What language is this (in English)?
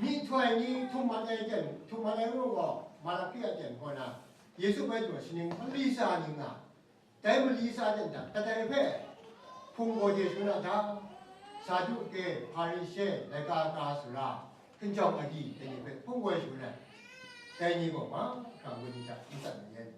Kachin